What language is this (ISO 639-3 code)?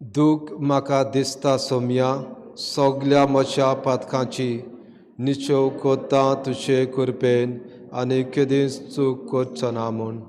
kok